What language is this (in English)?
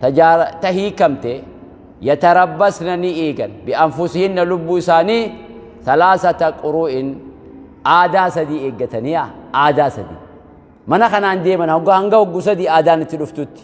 Oromo